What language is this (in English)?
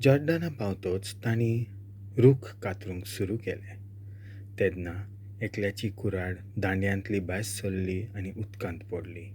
Konkani